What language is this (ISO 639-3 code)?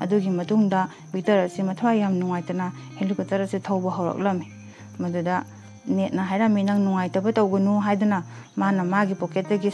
mni